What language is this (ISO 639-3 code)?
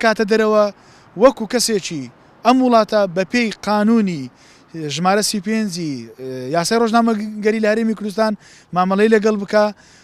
ckb